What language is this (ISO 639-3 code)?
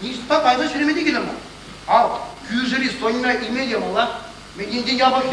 chv